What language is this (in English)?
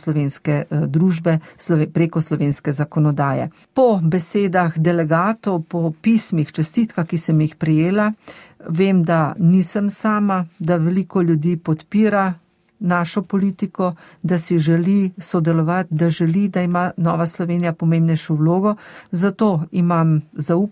Slovenian